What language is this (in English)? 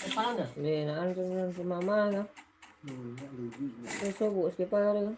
Minangkabau